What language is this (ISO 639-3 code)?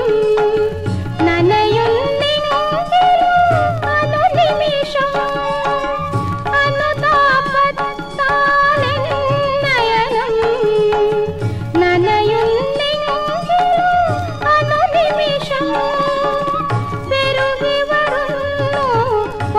mal